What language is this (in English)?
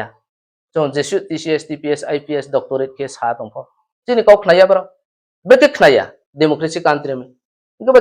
Riang (India)